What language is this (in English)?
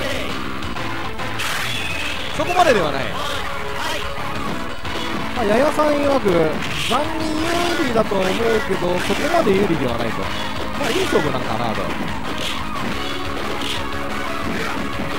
Japanese